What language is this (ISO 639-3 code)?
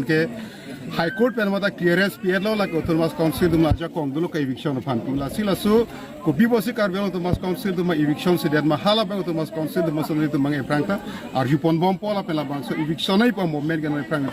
mjw